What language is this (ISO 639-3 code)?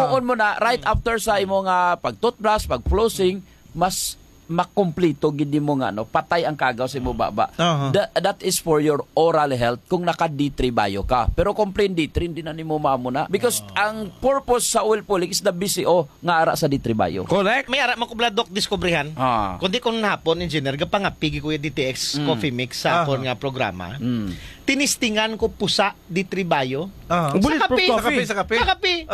hil